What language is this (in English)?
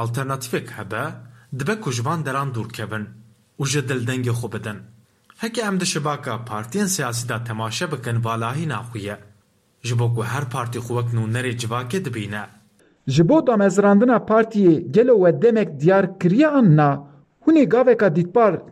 Kurdish